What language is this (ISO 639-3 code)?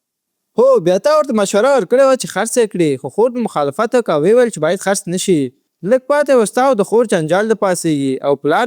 pus